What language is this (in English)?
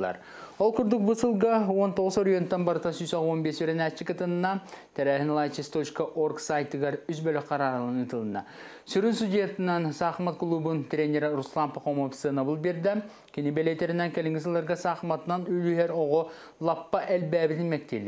Yakut